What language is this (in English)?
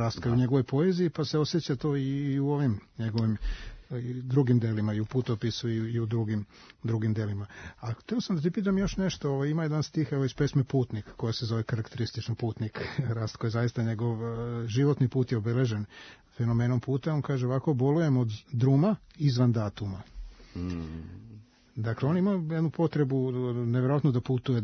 Serbian